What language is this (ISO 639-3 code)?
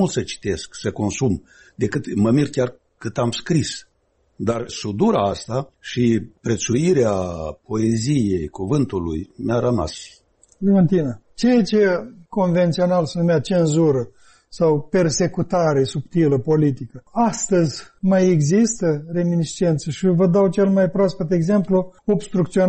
ron